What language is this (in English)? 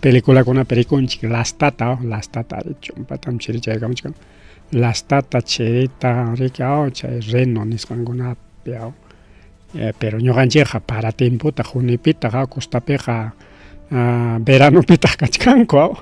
Ayacucho Quechua